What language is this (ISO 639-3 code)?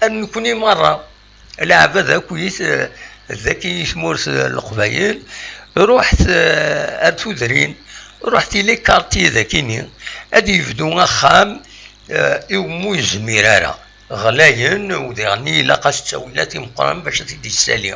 kab